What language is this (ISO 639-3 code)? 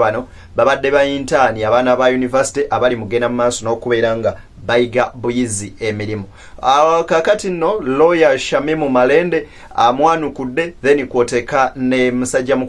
lug